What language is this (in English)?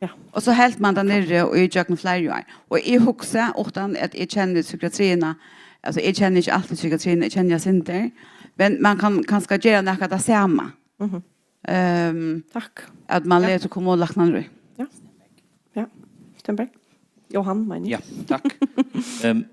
Faroese